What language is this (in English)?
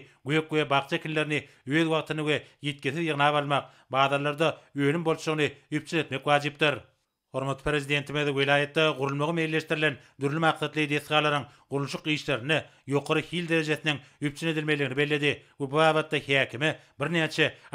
Turkmen